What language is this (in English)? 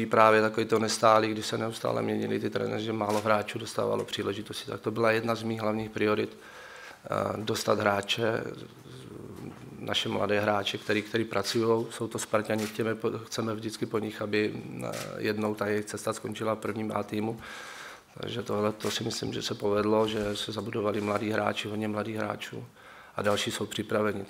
Czech